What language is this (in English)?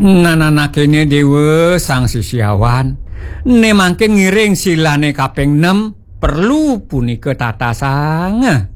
Balinese